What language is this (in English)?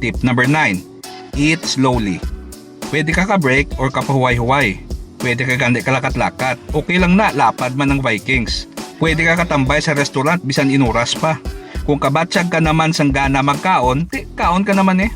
Hiligaynon